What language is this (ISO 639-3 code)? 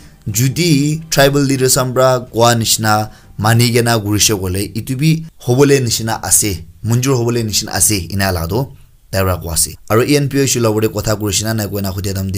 nag